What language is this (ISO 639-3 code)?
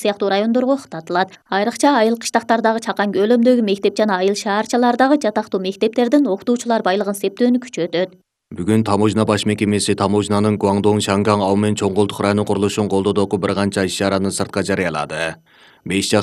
kir